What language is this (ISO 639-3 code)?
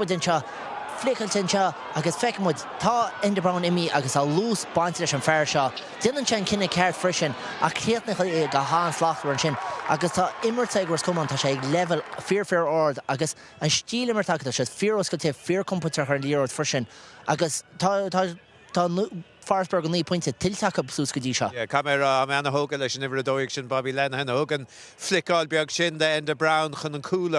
gle